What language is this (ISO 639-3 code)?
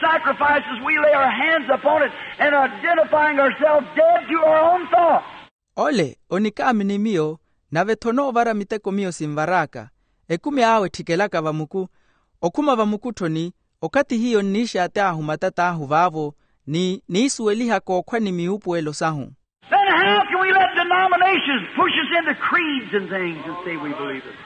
vmw